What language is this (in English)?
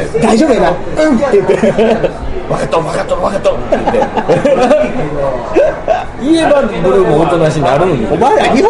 Japanese